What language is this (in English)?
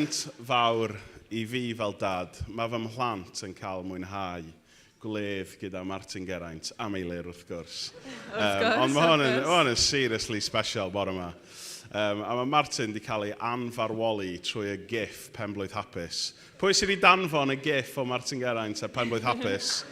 Welsh